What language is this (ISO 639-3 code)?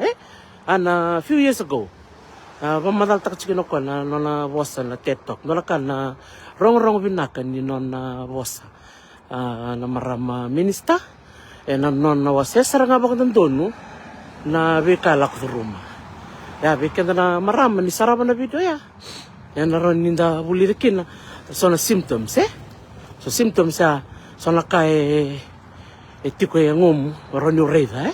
fij